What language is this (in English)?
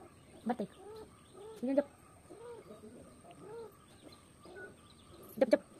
Tulu